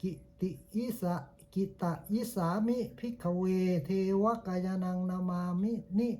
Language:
Pali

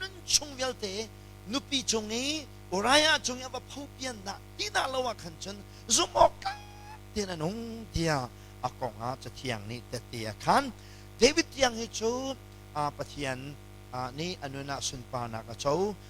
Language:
Hakha Chin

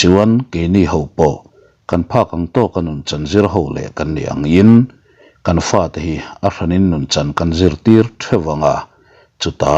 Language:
Mizo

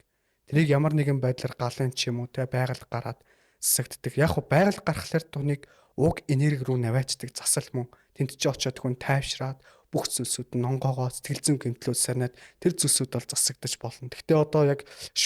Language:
Mongolian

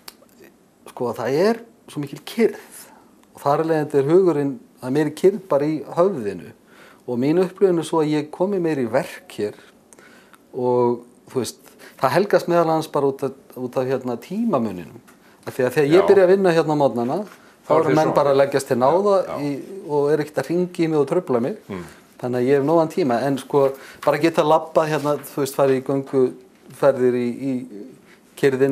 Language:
Icelandic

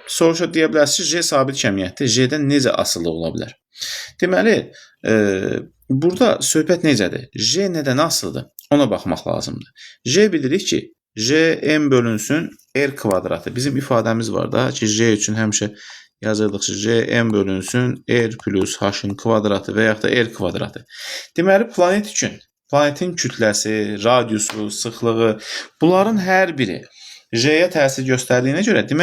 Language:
Azerbaijani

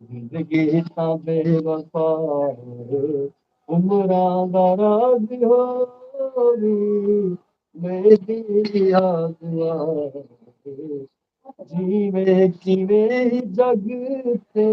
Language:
Saraiki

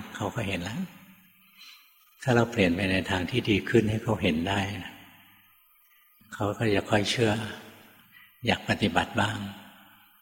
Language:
Thai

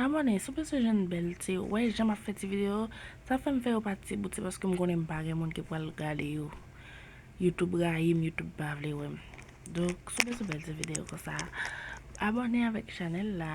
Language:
Haitian Creole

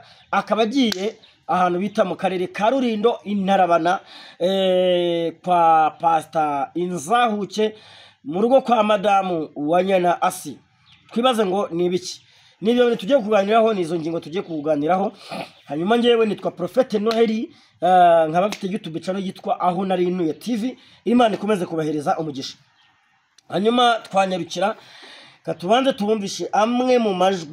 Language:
Kinyarwanda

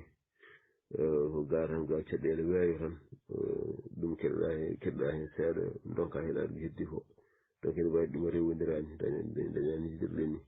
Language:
Fula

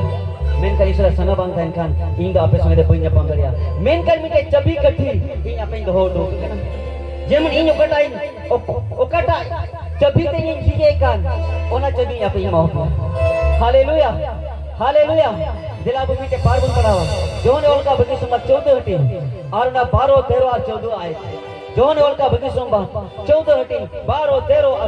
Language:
Santali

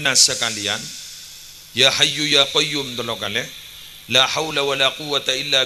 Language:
Madurese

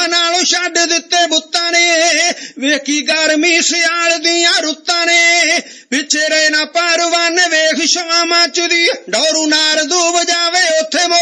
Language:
Punjabi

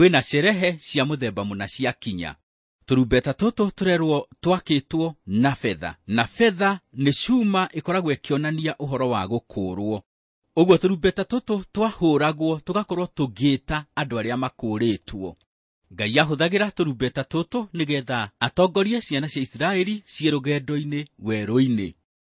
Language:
Kikuyu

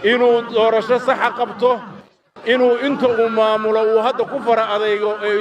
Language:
Somali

